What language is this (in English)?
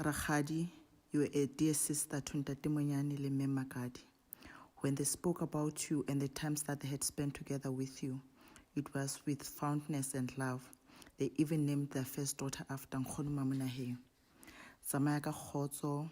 Southern Sotho